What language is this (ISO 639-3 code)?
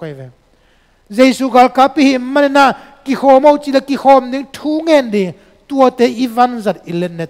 ctd